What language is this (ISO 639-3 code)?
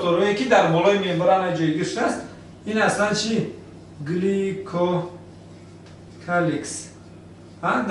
tgk